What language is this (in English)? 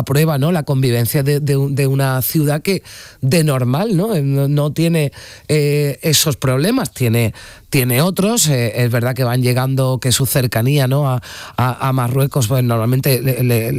Spanish